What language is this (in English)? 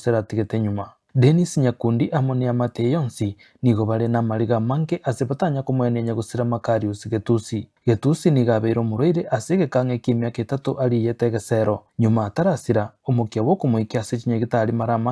Gusii